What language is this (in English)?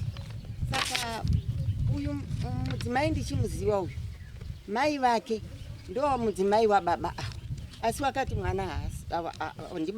Shona